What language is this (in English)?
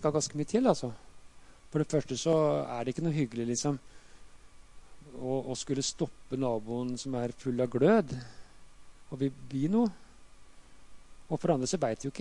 Norwegian